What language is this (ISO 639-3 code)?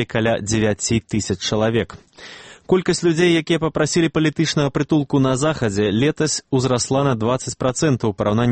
bel